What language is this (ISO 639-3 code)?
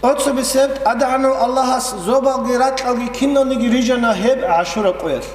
ava